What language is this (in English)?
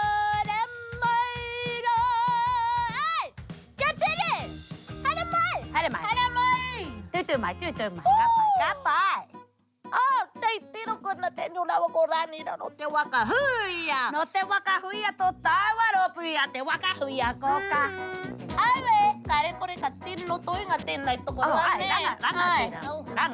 Māori